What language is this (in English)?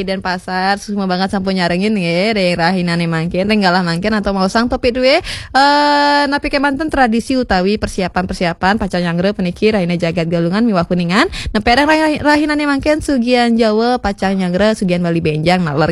Balinese